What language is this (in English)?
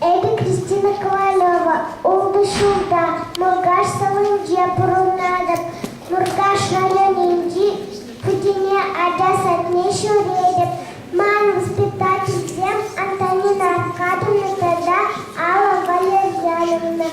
Chuvash